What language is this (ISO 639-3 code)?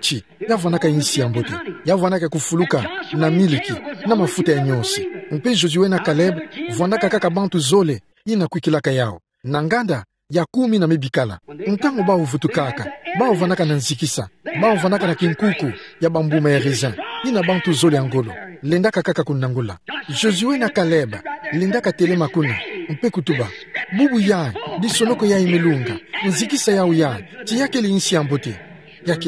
ktu